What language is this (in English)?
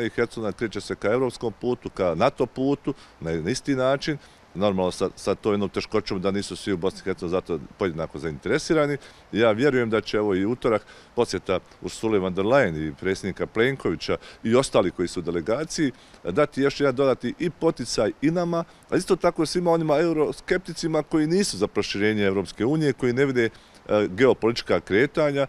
Croatian